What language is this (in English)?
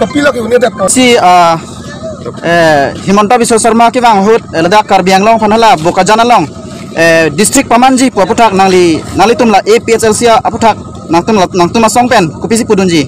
Karbi